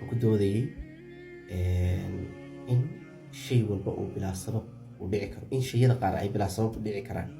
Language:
Somali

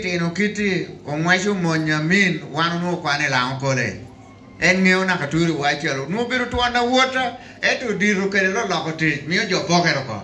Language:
Lango (Uganda)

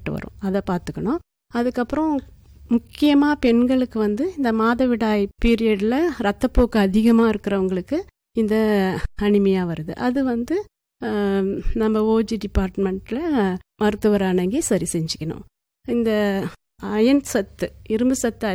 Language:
Tamil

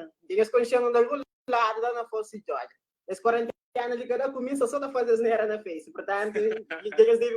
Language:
Kabuverdianu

